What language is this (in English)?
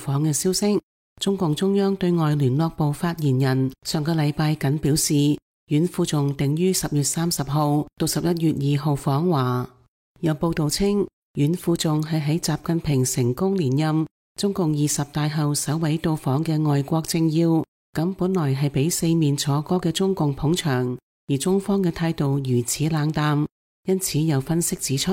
Cantonese